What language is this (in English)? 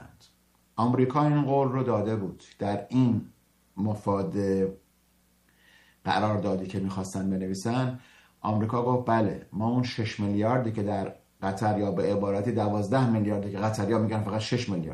Persian